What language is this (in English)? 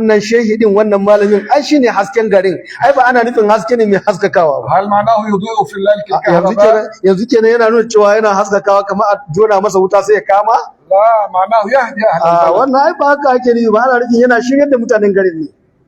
Hausa